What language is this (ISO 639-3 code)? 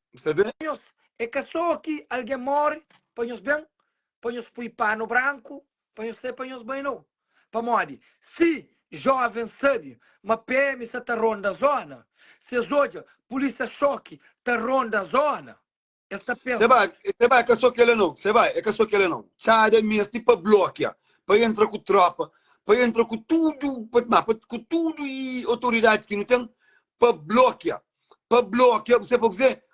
kea